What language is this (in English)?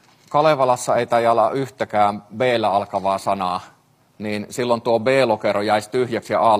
Finnish